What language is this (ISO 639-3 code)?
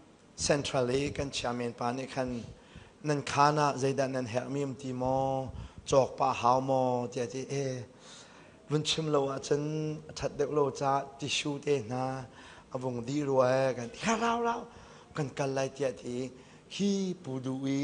cnh